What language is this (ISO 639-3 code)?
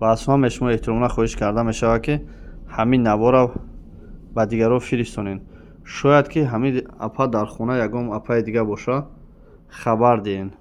tgk